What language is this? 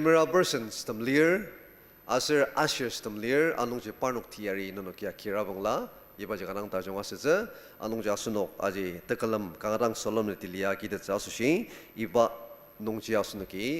Ao Naga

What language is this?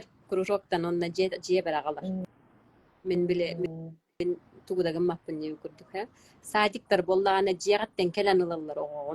Yakut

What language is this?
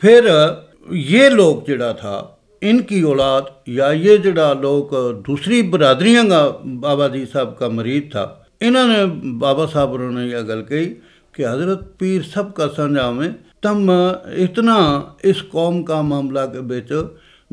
Gujari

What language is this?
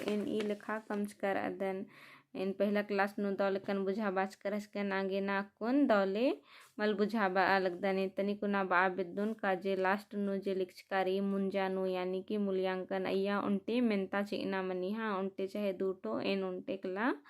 Kurukh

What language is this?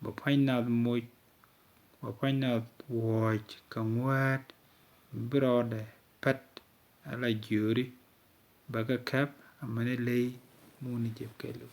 Nuer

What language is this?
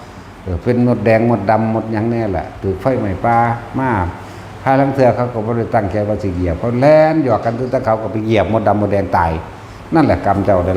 Northeastern Thai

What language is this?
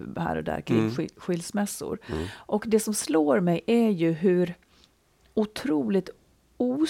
Swedish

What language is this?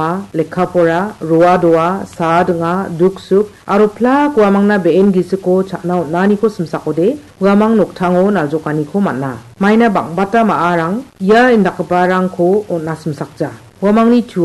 Garo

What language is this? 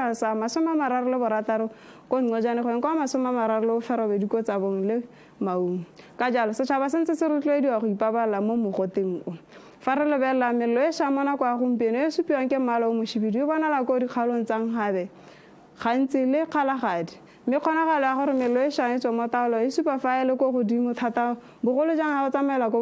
Tswana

